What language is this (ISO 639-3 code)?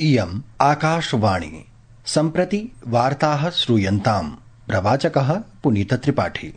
san